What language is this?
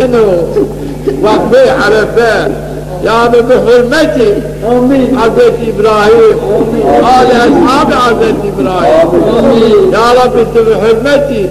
Zaza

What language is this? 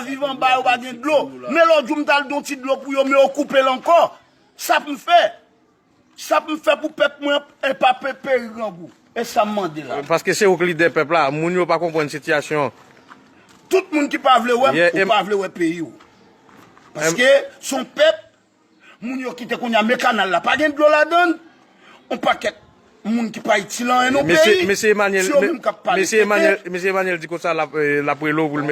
Haitian Creole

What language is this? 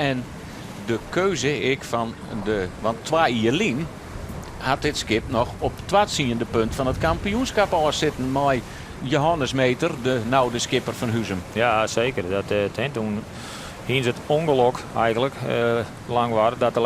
Western Frisian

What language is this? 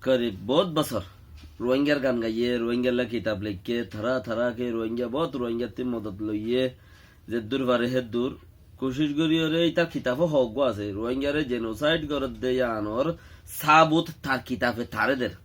Rohingya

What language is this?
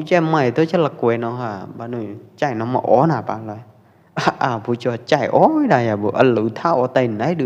Pwo Eastern Karen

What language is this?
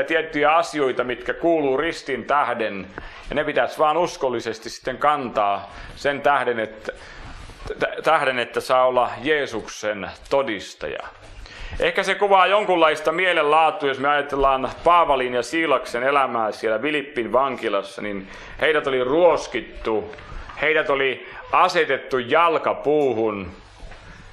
Finnish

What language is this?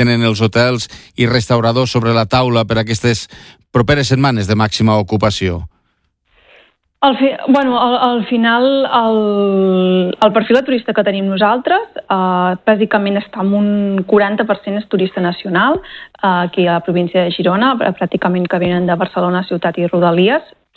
Catalan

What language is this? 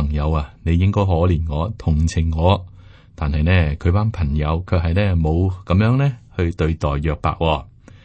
Cantonese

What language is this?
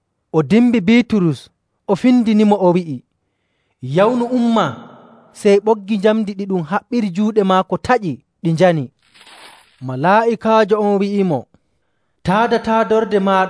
Nigerian Fulfulde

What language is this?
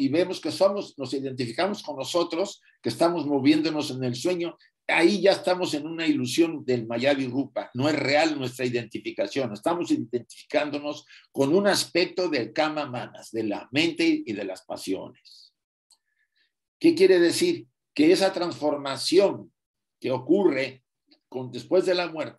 Spanish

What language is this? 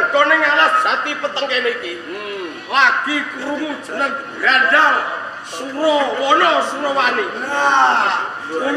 Javanese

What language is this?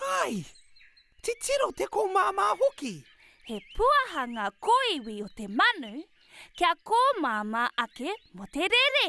Māori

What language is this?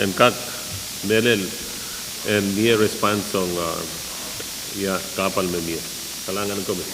Pohnpeian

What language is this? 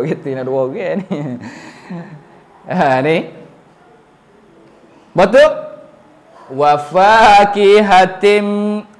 Pattani Malay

